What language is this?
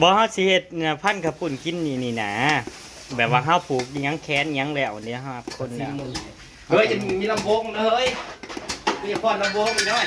Northeastern Thai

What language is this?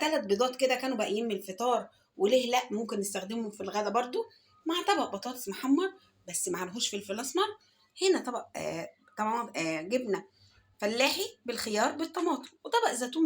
Egyptian Arabic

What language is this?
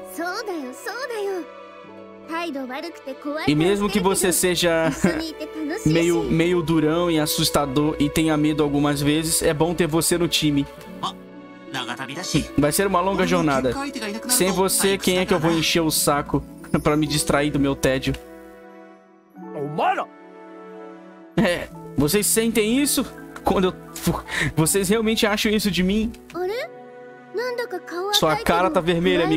Portuguese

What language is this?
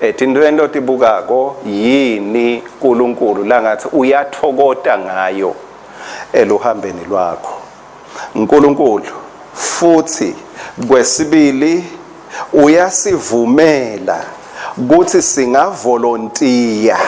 Swati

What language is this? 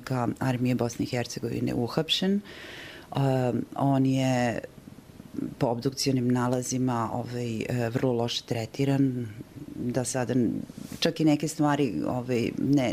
Bosnian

